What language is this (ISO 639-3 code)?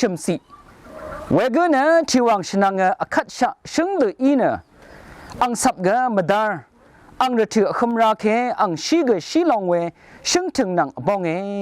raw